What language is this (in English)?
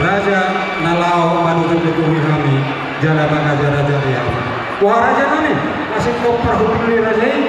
Batak Toba